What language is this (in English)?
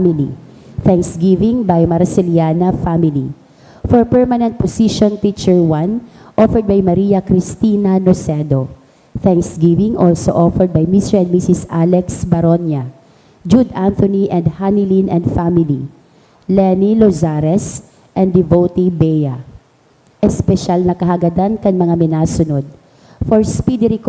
Bikol